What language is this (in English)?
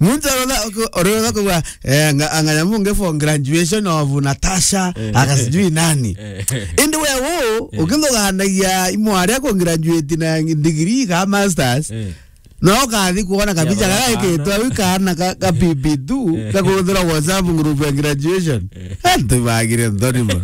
Meru